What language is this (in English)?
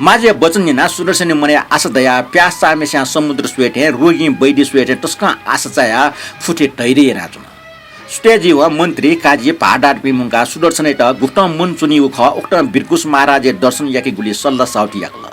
Newari